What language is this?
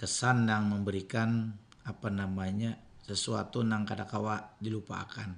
Banjar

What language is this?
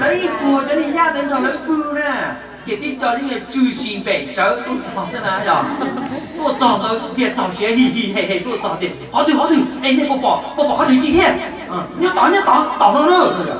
Hmong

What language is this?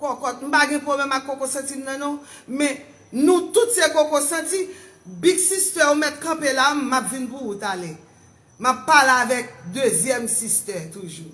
Haitian Creole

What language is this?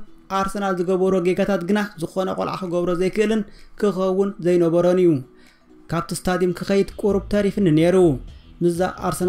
Tigrinya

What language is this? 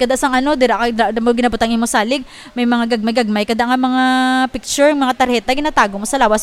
Hiligaynon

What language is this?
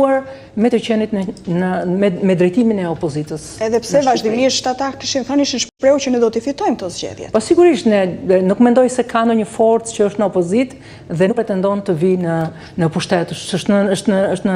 Albanian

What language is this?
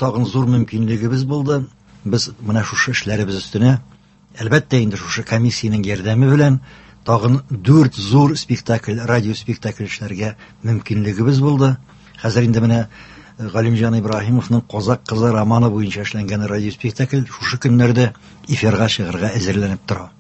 Tatar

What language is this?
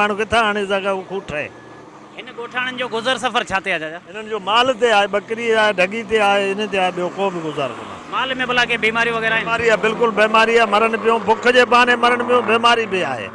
Sindhi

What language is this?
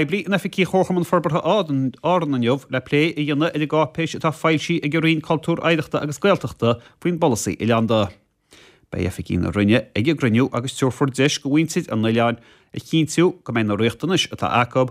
Irish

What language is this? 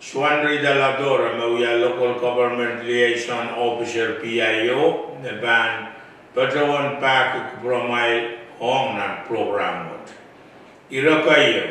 Pohnpeian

